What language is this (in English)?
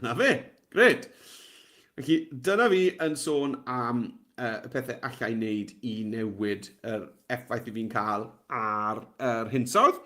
Welsh